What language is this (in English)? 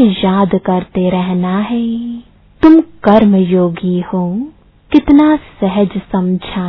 Hindi